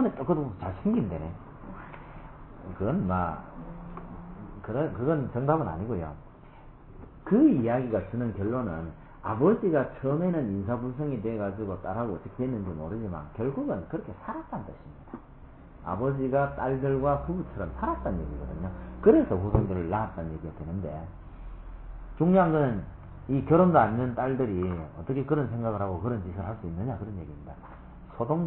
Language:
Korean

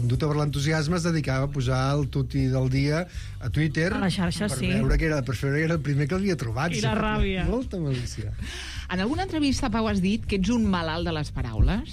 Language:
Catalan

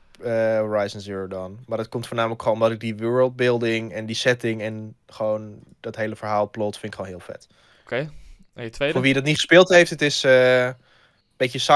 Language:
Dutch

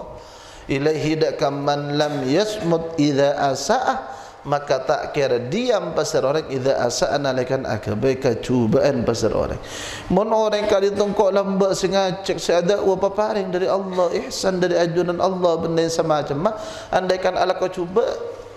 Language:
Madurese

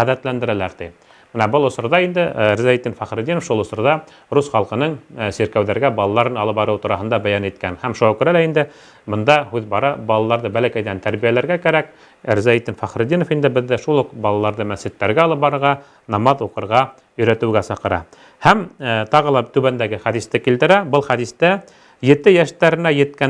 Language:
Bashkir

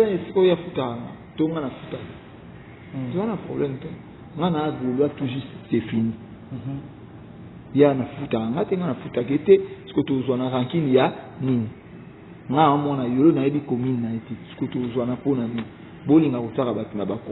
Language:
Lingala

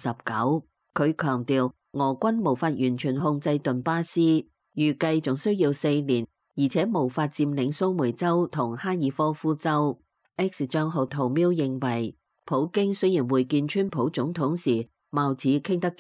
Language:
Cantonese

